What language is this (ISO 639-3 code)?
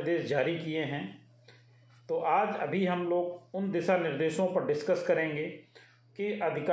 hin